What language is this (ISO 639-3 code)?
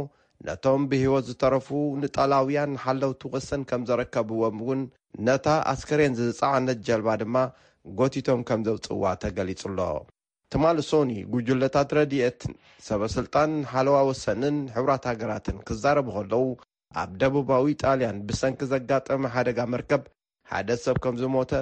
tir